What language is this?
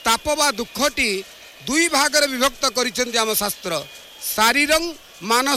Odia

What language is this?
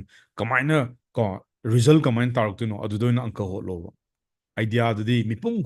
Manipuri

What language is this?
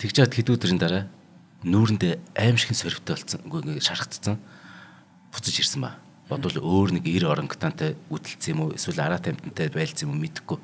Mongolian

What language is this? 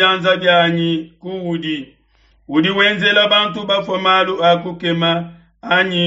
Luba-Lulua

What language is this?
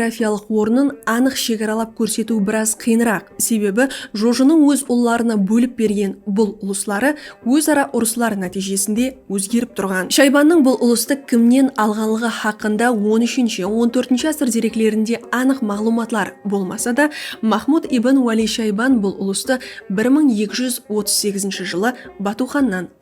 Kara-Kalpak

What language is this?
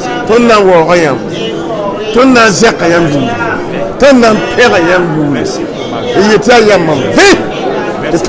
Mossi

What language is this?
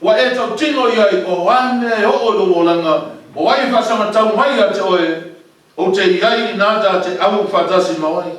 Samoan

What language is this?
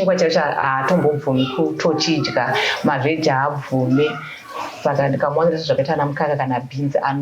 Shona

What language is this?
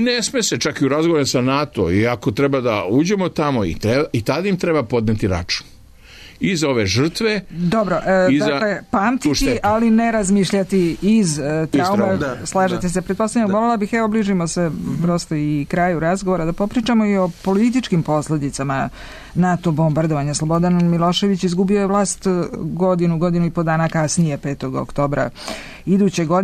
Serbian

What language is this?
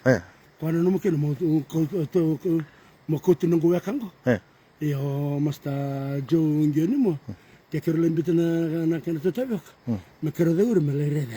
Fijian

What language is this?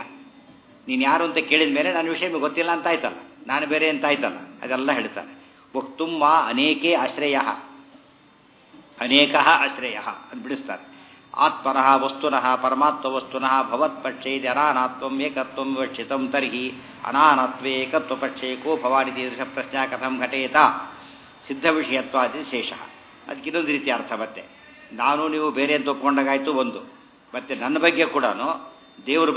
Kannada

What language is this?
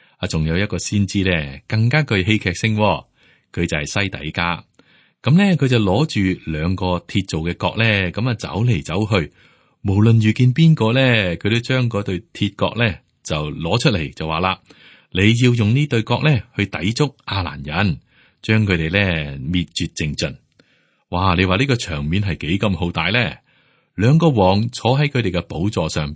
Cantonese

